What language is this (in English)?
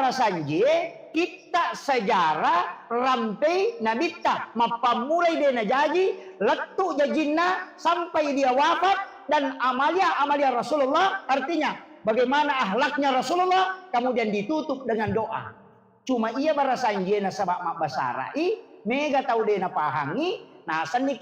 Buginese